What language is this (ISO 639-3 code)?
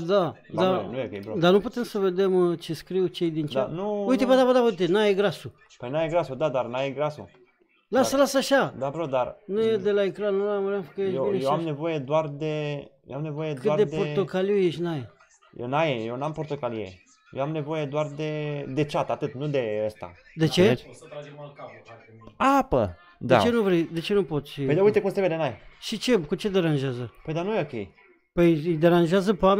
ron